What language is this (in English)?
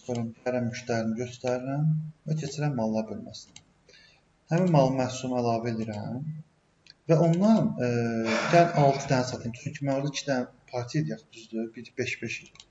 Azerbaijani